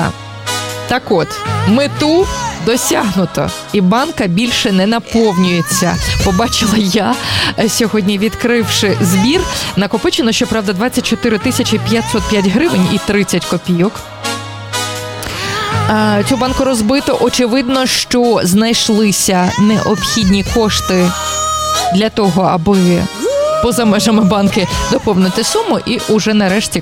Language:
Ukrainian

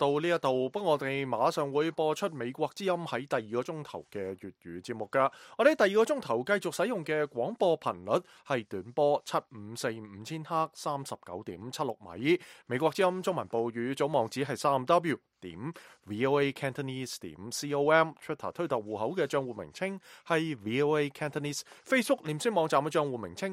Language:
Cantonese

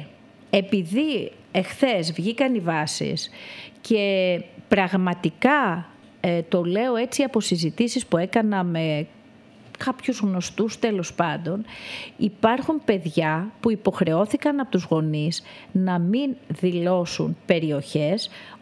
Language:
Greek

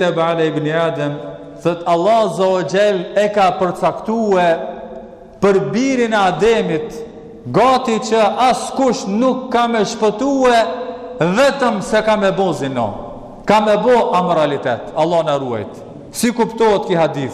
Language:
Albanian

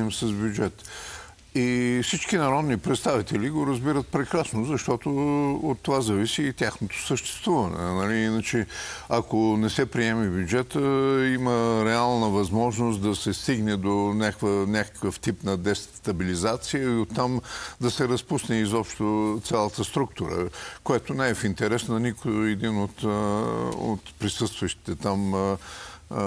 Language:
Bulgarian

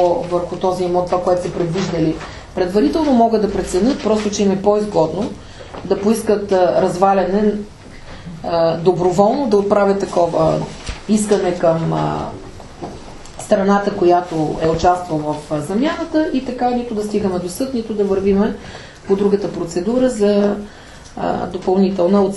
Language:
Bulgarian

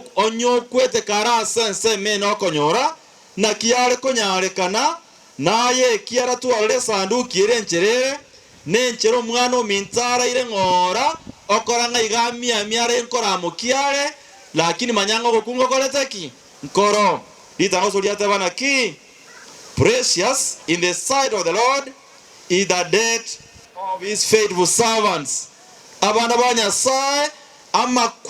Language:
Gusii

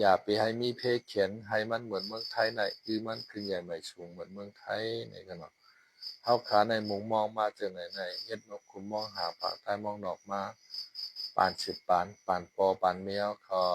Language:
Shan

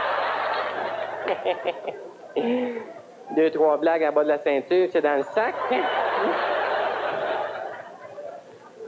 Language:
French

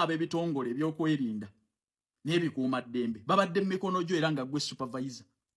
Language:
Ganda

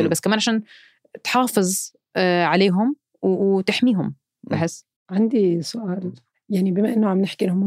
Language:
North Levantine Arabic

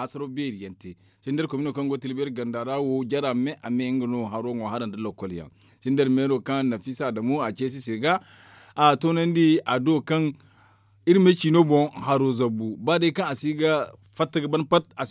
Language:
Zarma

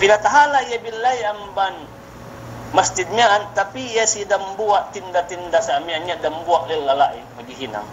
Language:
Yakan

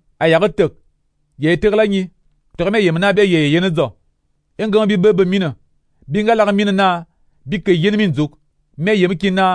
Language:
Fang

